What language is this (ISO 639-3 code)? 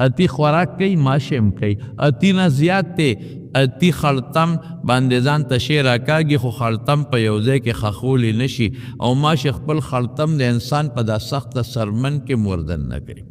pus